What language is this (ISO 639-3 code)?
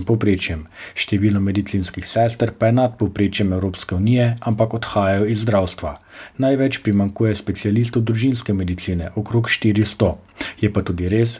slv